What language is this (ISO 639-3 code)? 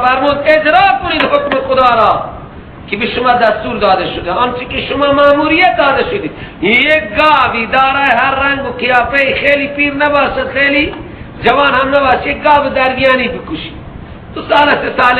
fas